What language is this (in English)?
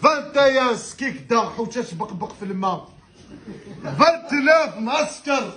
Kabyle